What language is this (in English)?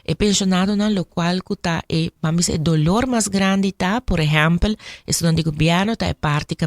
Papiamento